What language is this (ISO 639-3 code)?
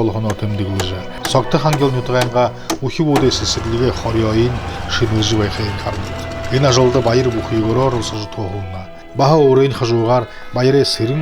bua